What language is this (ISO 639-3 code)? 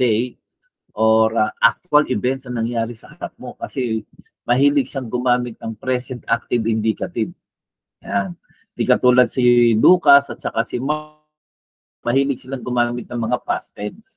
fil